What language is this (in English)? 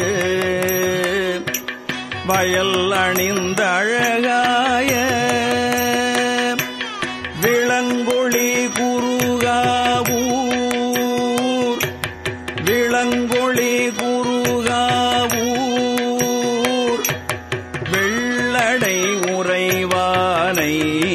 Tamil